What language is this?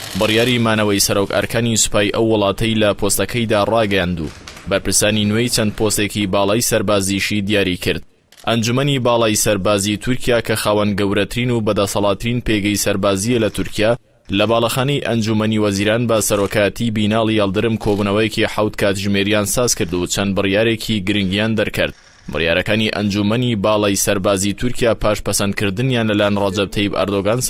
Central Kurdish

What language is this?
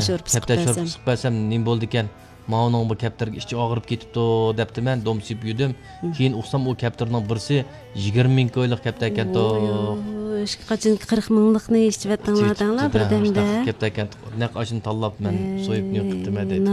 Uyghur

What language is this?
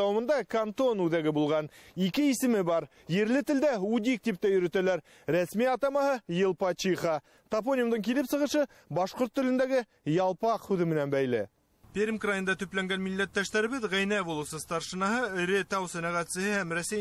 Bashkir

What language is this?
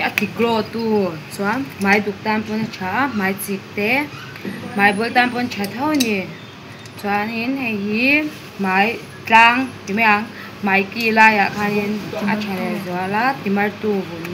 Mizo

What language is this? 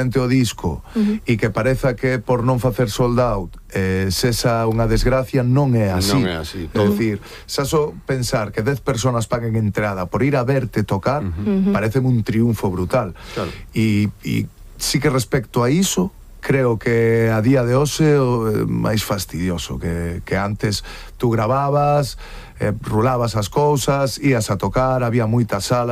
Galician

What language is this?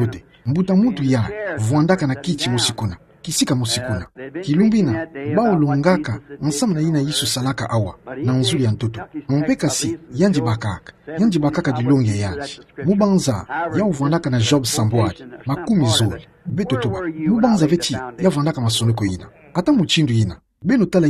Kituba (Democratic Republic of Congo)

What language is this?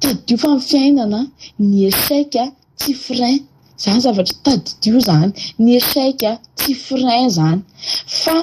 Malagasy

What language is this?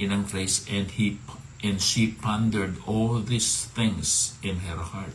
Hiligaynon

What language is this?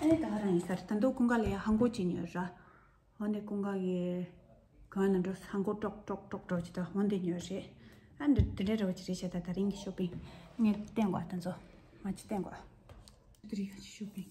Tibetan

